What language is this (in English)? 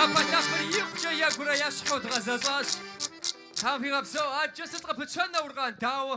Kabardian